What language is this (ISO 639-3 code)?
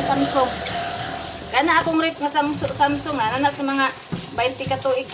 ceb